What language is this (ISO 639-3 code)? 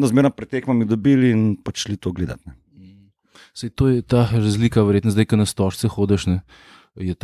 slv